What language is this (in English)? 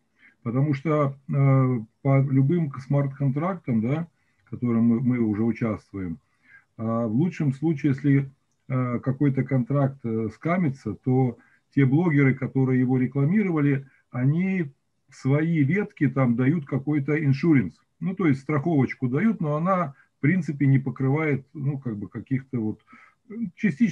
Russian